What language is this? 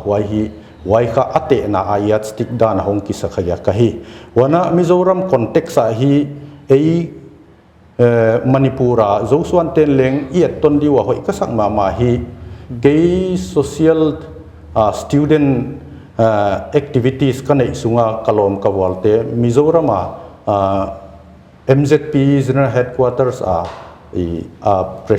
Paite Chin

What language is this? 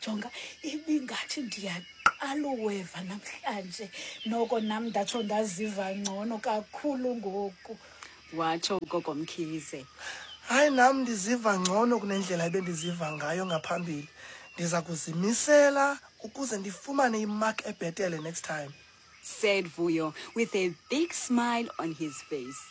Xhosa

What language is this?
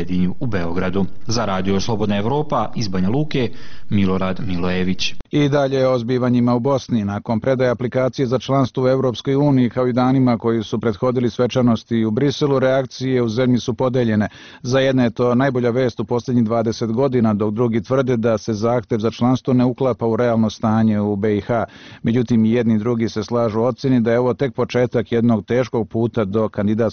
Bosnian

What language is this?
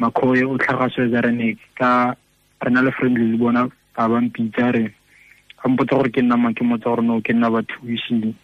Tswana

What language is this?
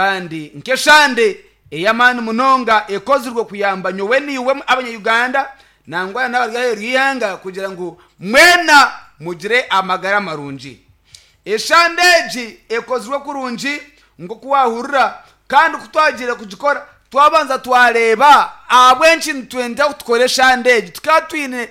Nyankole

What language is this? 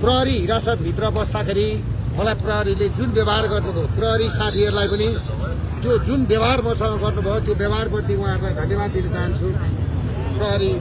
Nepali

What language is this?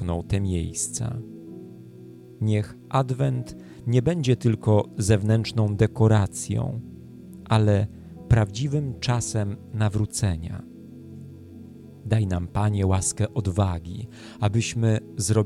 Polish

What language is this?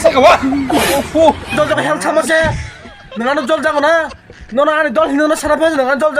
Kok Borok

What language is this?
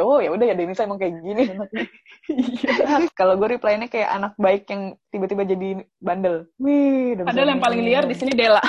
Indonesian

